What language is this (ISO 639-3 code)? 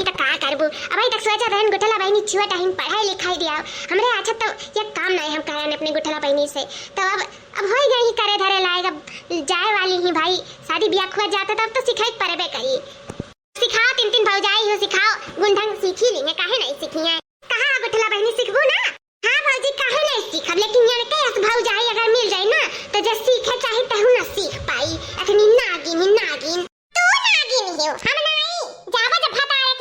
awa